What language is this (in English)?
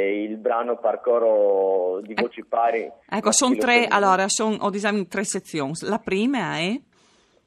Friulian